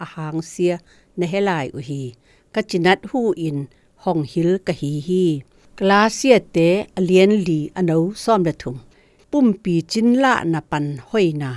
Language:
Zou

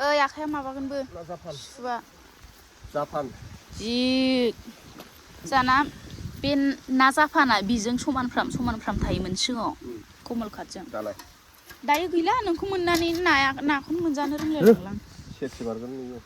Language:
Bodo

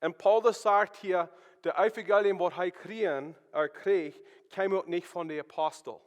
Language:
Plautdietsch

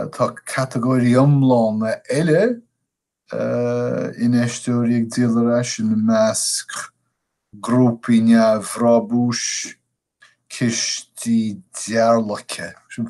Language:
Irish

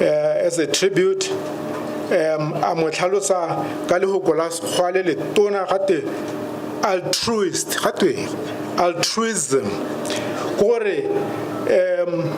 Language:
Tswana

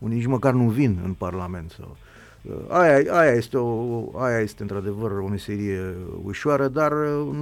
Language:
Romanian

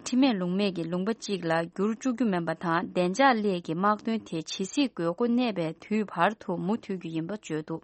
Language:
Tibetan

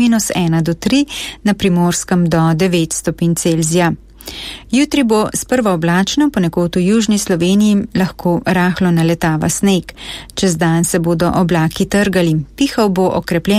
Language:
Slovenian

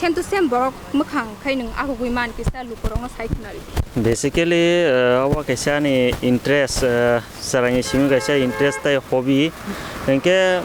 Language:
Kok Borok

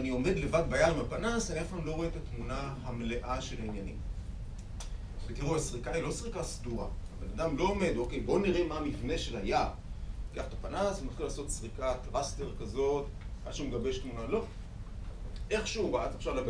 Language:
Hebrew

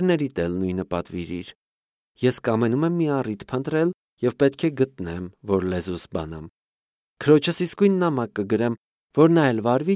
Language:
Armenian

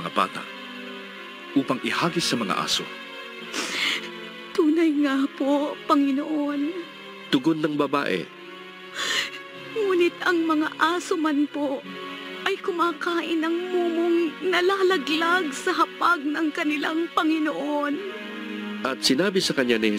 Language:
Filipino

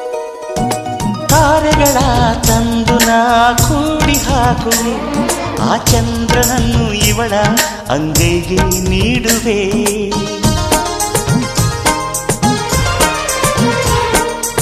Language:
Kannada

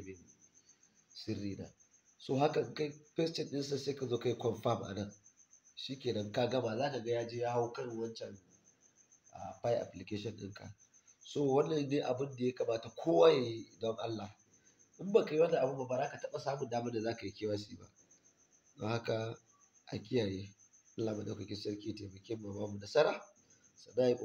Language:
Hausa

